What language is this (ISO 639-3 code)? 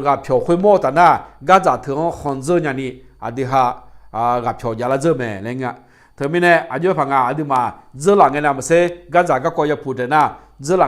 ahk